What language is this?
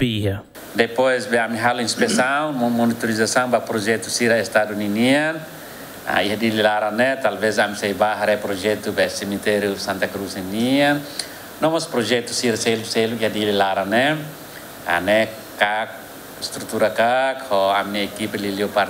Tetum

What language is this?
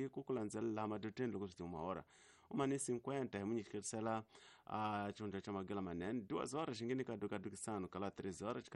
Tsonga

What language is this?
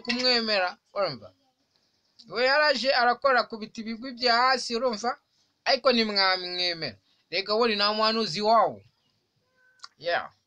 Kinyarwanda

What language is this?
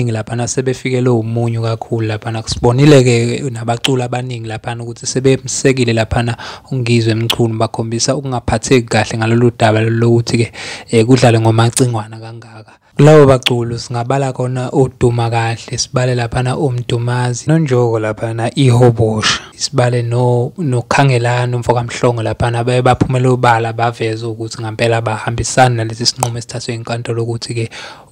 Zulu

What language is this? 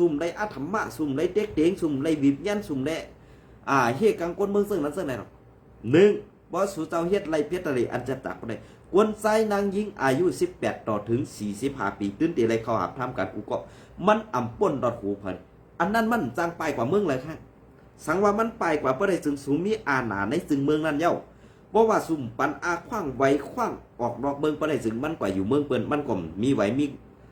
Shan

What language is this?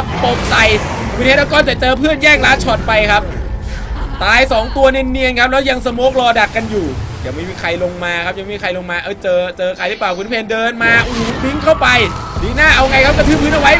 Thai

